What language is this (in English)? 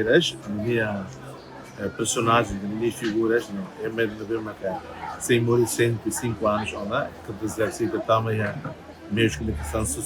Tetum